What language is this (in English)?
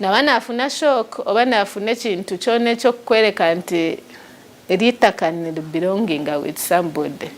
Tooro